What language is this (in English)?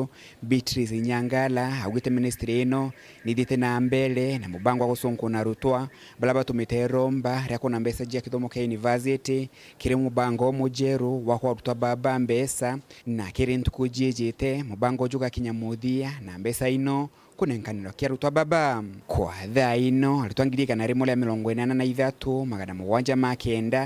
Meru